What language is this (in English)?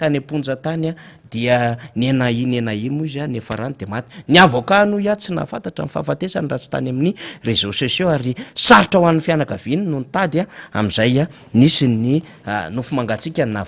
Malagasy